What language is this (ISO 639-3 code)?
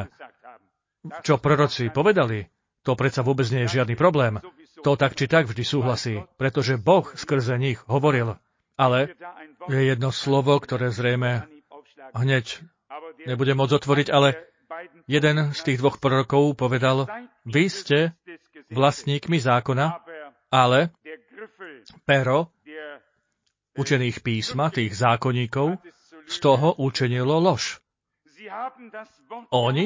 slk